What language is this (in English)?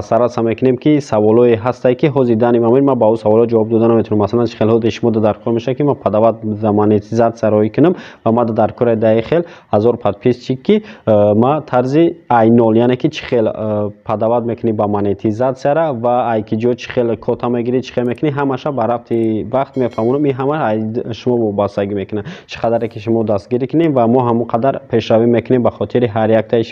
Tajik